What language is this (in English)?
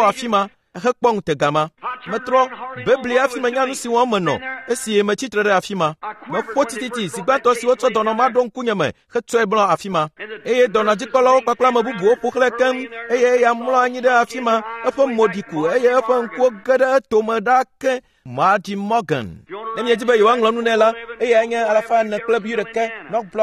Ewe